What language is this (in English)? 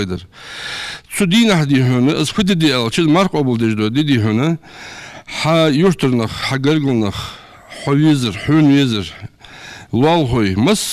Ingush